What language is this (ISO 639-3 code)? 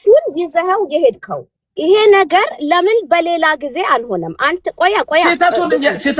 amh